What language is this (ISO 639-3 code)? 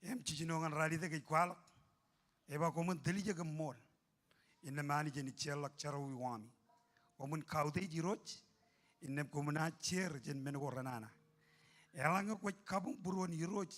mah